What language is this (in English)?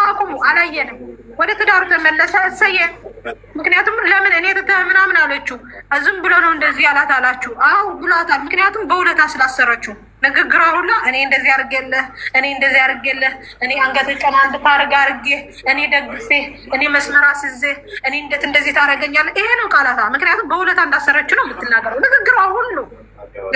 Amharic